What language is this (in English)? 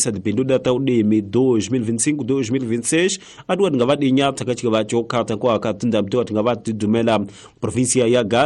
Tsonga